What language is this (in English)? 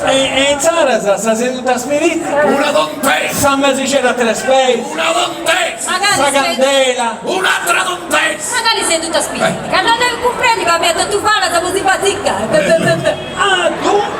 Sardinian